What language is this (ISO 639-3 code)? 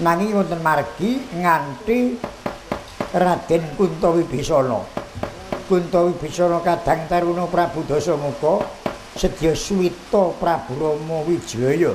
jav